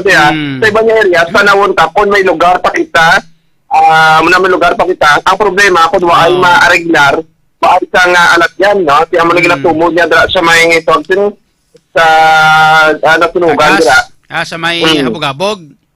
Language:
Hiligaynon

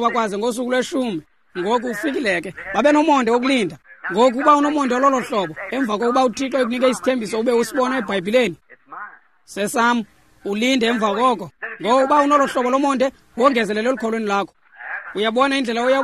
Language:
Xhosa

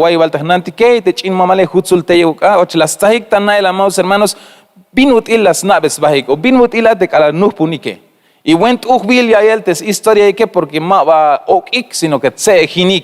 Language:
Tzeltal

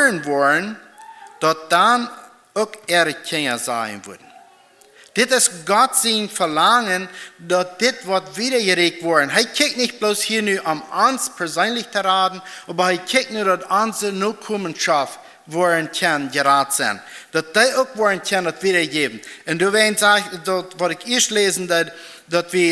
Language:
Plautdietsch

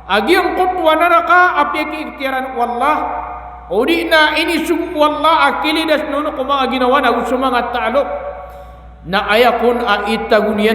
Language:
Maranao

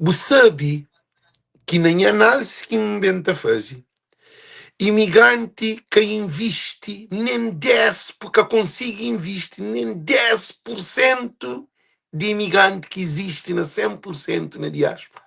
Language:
Kabuverdianu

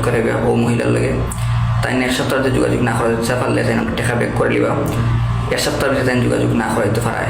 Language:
Sylheti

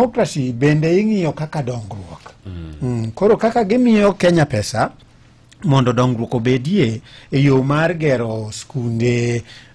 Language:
Luo (Kenya and Tanzania)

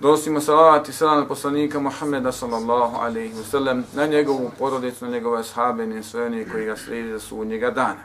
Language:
Bosnian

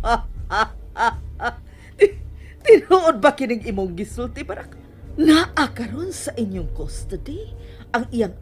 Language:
Cebuano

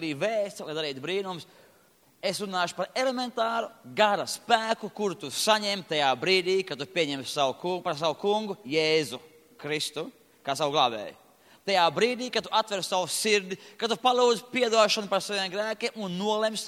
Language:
Latvian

